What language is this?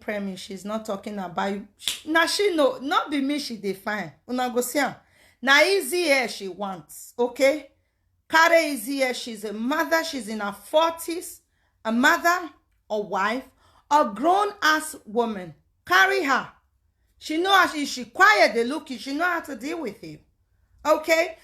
Nigerian Pidgin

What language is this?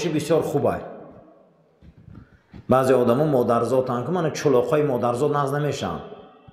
Persian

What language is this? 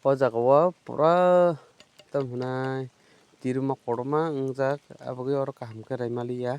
Kok Borok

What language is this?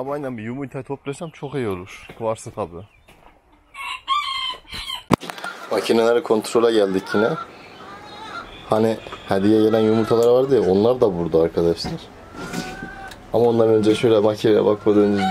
Turkish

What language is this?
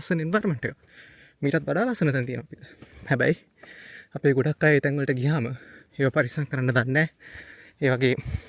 Sinhala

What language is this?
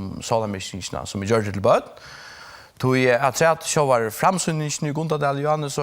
Faroese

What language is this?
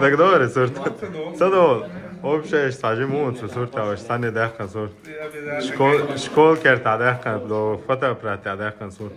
Chechen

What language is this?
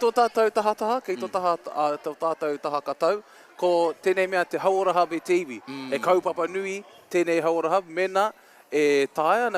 Māori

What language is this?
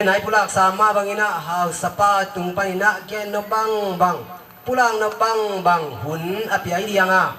Tedim Chin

